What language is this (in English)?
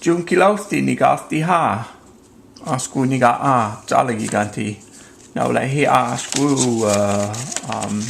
Cherokee